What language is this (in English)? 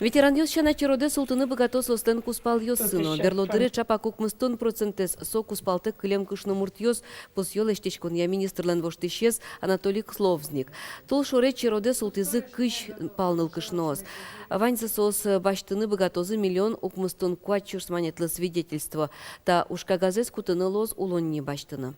Udmurt